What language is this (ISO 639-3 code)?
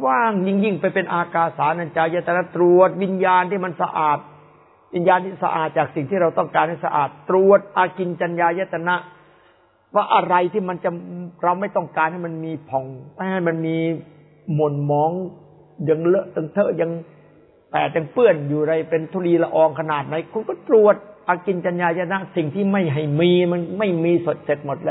tha